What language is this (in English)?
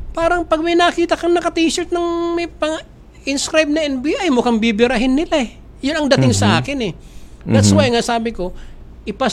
Filipino